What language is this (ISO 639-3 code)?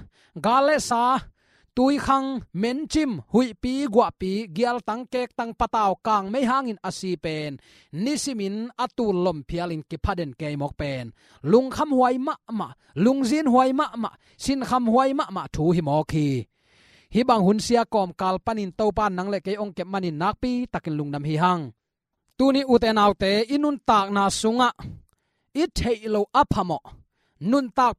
ctd